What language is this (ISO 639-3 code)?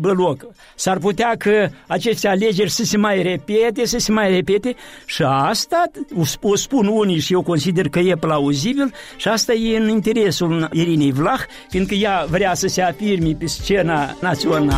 ron